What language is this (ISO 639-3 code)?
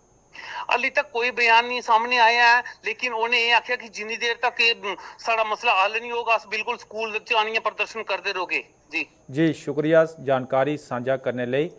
doi